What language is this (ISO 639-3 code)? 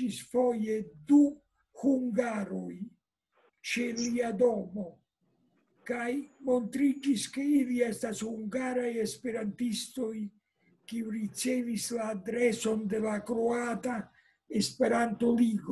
epo